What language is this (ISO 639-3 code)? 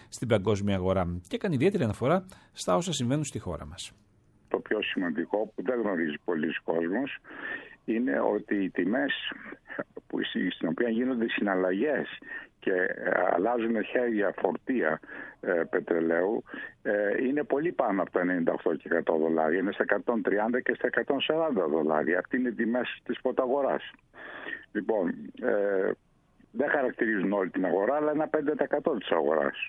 ell